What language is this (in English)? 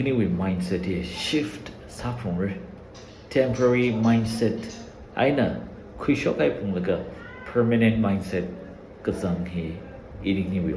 Tangkhul Naga (India)